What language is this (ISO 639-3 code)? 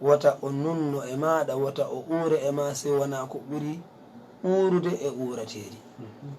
ful